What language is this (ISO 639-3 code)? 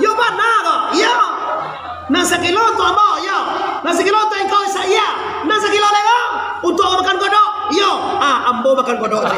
min